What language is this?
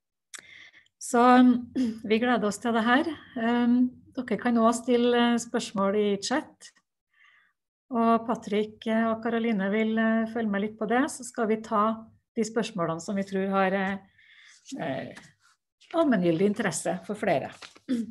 Norwegian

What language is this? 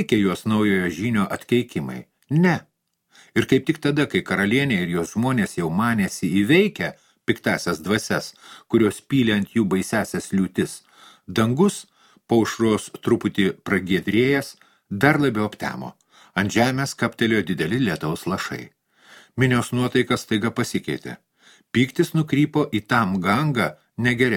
Lithuanian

